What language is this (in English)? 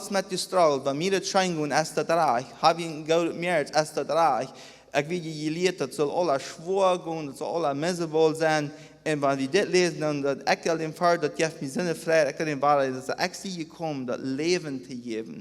Plautdietsch